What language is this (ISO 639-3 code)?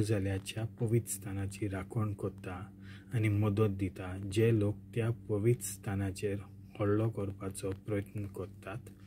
kok